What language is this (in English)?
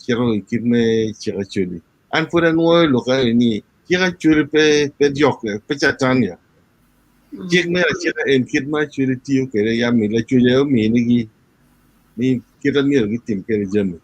Acoli